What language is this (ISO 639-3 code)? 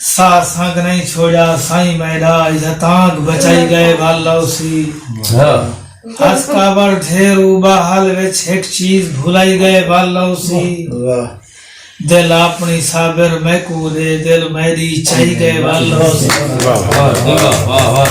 skr